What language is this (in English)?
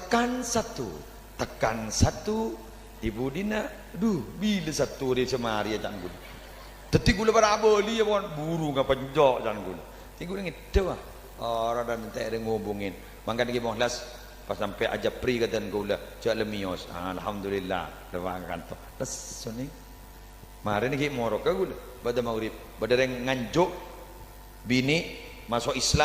Madurese